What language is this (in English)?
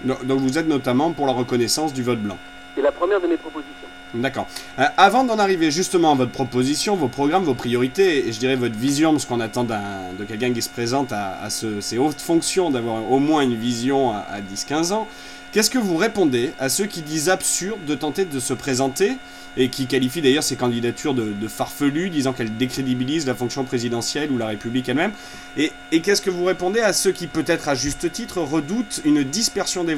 French